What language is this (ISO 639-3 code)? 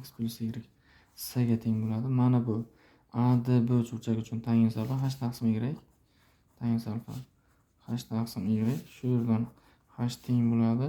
uzb